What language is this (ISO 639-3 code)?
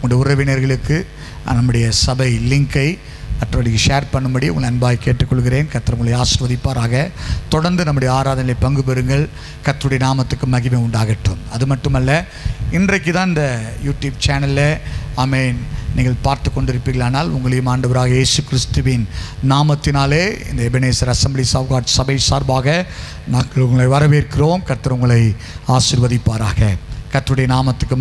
tam